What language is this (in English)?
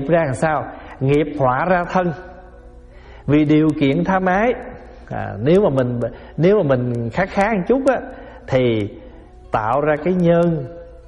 Vietnamese